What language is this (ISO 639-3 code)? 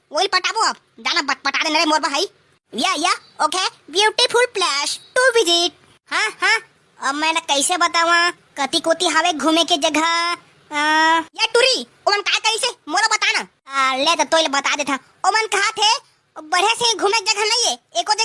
hne